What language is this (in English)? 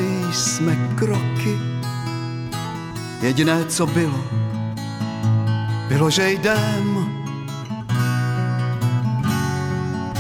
Czech